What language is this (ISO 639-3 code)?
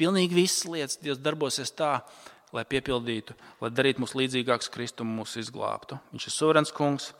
lav